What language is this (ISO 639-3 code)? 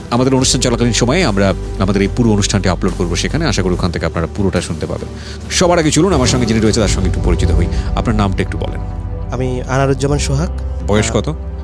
ben